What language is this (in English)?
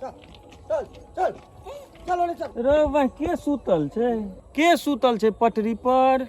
Maithili